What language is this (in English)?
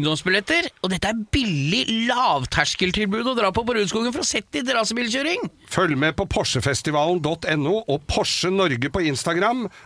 Norwegian